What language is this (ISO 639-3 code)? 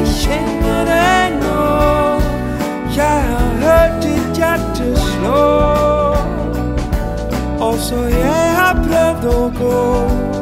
nor